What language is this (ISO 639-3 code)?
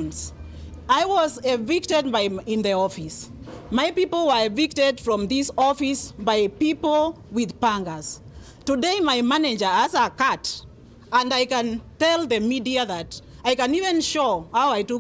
mer